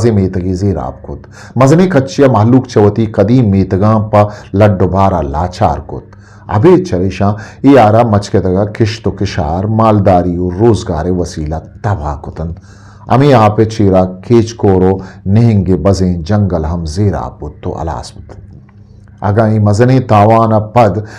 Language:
Eastern Balochi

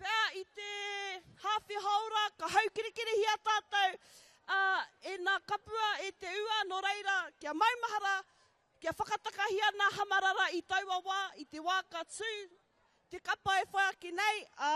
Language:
Māori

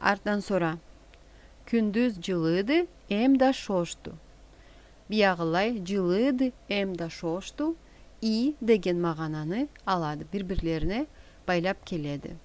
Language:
Karachay-Balkar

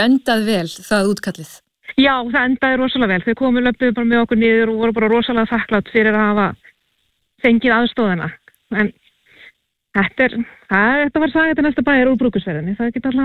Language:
Icelandic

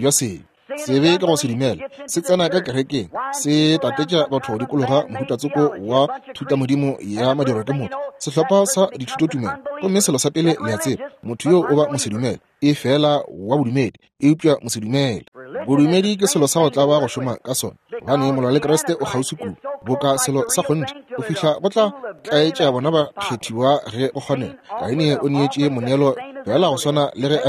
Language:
Northern Sotho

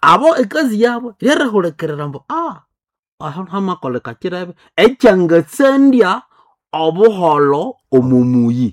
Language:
Nande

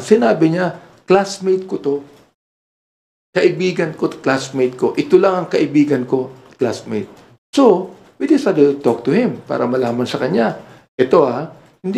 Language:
Filipino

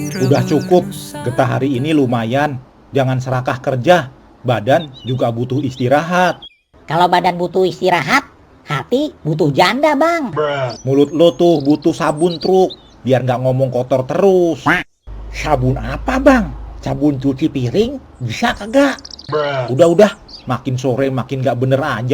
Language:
Betawi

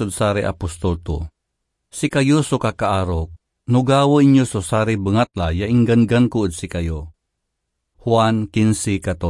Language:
Pangasinan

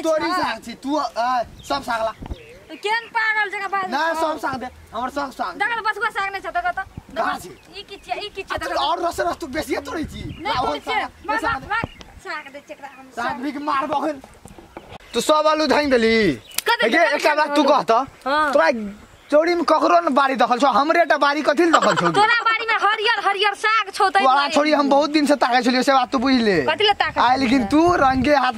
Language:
Maithili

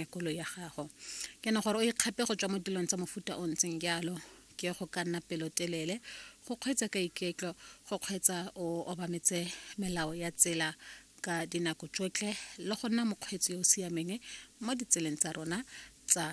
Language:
Tswana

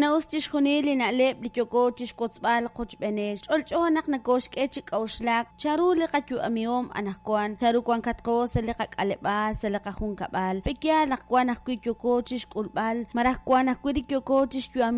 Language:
Kekchí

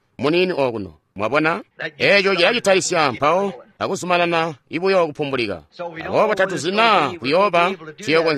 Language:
Tonga (Zambia)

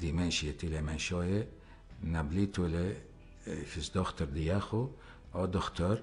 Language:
Assyrian Neo-Aramaic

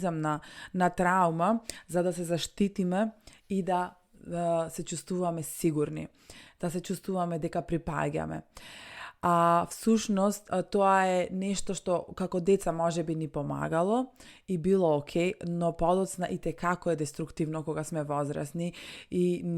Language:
Macedonian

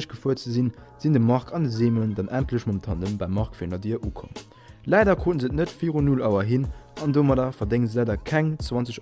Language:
Luxembourgish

